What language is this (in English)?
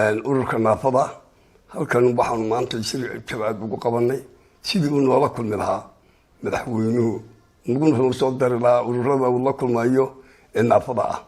Somali